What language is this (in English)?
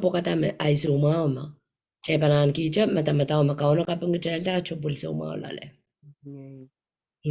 Pohnpeian